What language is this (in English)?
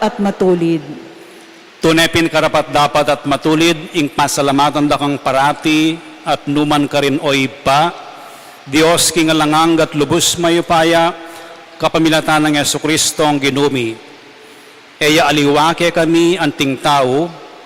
Pampanga